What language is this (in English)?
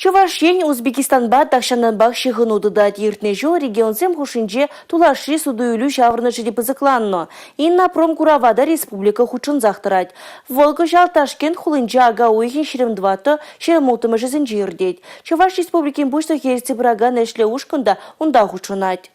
Chuvash